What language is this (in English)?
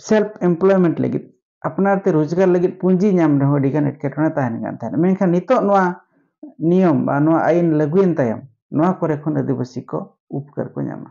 Santali